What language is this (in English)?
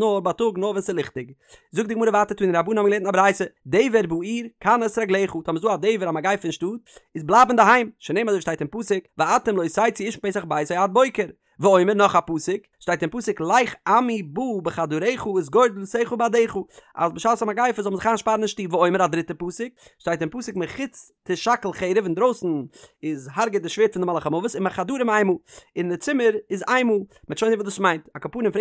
Yiddish